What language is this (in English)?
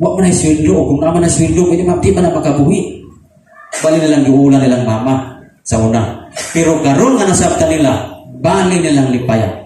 Cebuano